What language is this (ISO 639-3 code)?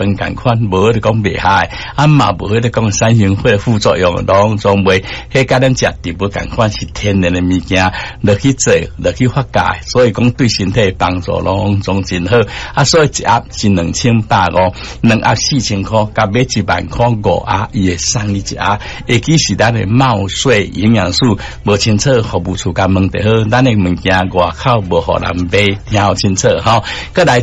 nan